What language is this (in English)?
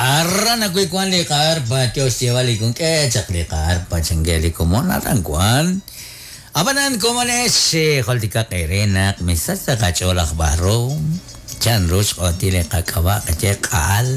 Kekchí